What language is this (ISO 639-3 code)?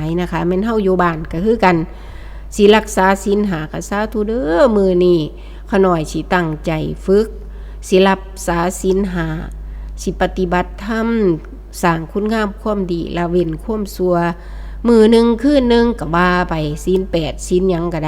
tts